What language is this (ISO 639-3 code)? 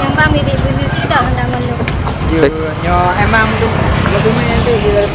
ace